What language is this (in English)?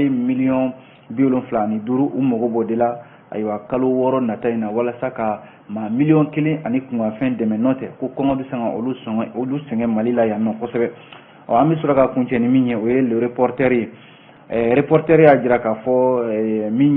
Bambara